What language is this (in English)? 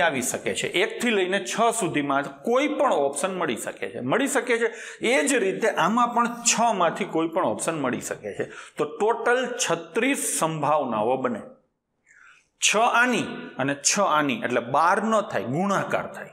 Gujarati